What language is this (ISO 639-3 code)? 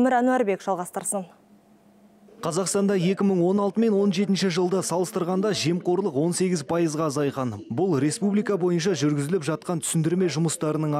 kaz